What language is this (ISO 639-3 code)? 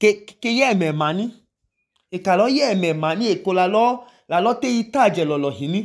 idu